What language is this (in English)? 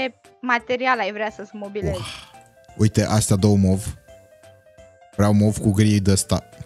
Romanian